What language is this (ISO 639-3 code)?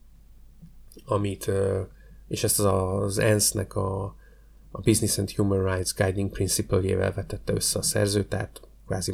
hun